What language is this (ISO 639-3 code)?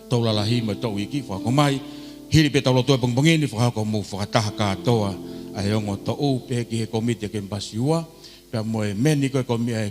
ton